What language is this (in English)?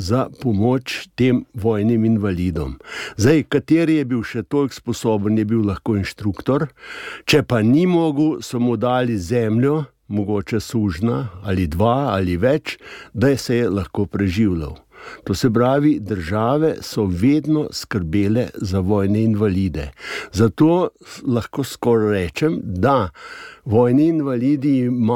Slovenian